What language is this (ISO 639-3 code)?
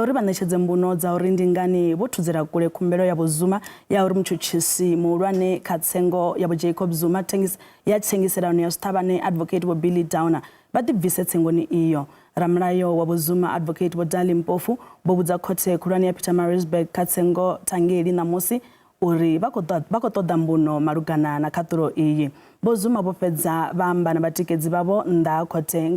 ven